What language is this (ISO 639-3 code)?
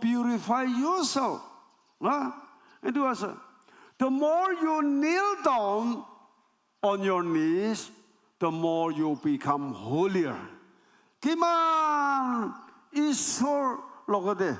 nag